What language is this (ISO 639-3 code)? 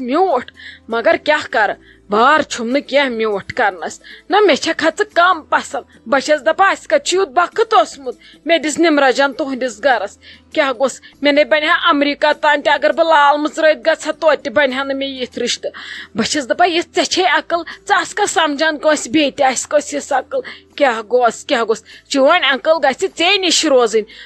kas